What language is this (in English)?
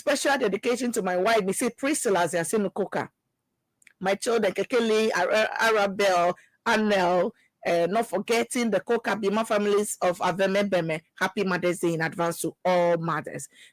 Ewe